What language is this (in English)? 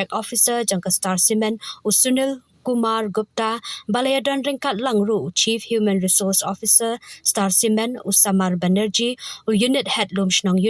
Khasi